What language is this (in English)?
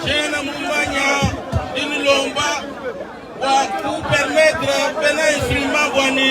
Luba-Lulua